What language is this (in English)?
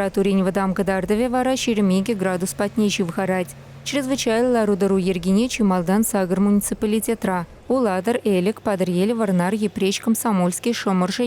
Chuvash